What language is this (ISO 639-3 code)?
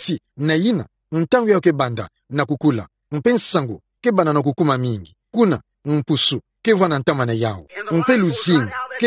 ktu